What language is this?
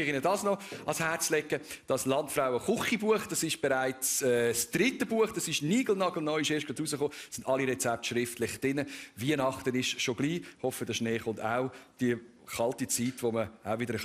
Swiss German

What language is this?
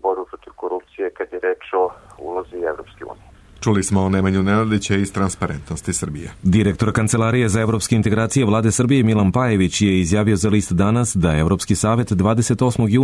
Serbian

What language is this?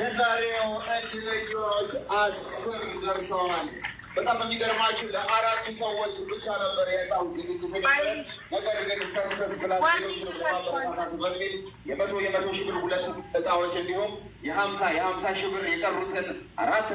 Amharic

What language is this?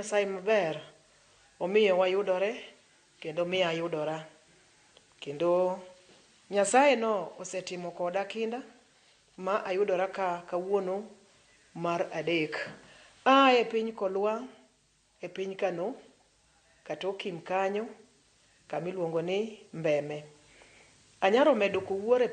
Luo (Kenya and Tanzania)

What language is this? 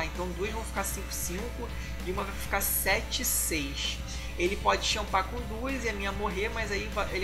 Portuguese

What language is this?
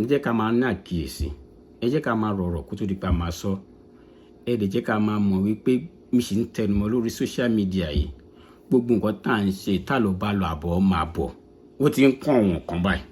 Yoruba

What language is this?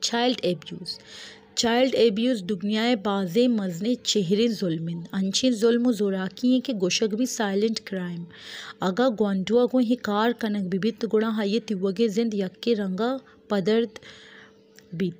Baluchi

